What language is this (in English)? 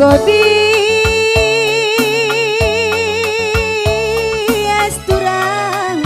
Batak Karo